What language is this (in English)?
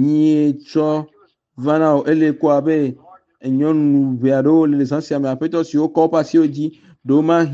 Ewe